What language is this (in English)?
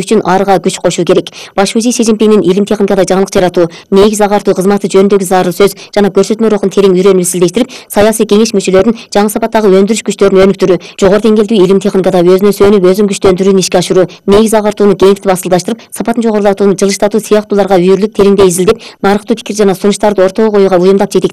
Kyrgyz